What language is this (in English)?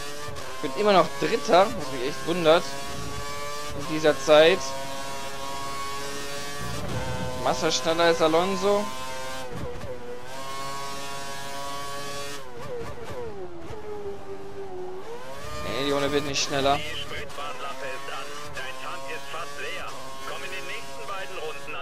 German